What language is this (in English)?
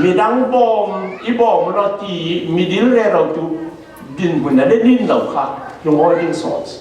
Falam Chin